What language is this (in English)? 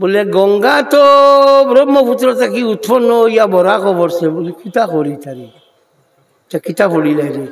Sylheti